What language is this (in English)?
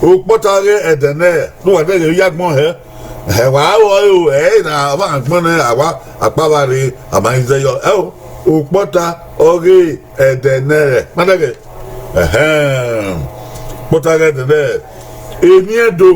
Bini